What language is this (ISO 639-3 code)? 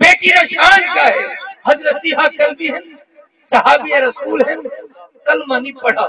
skr